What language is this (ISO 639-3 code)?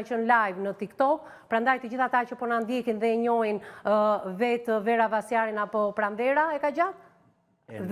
sqi